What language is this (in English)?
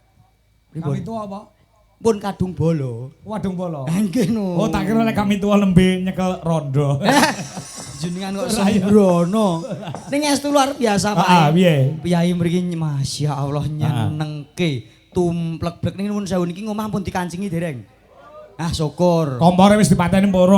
Javanese